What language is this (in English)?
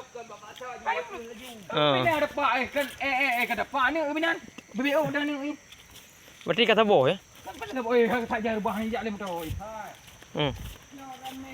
Achinese